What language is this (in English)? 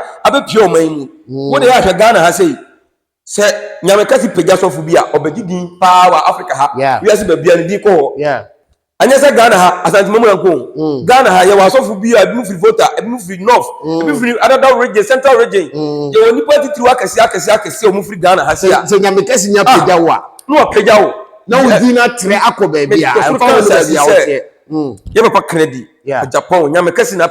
Akan